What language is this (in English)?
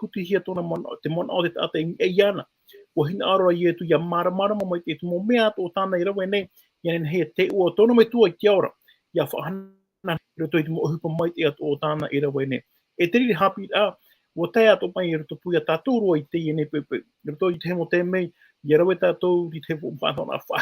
Tahitian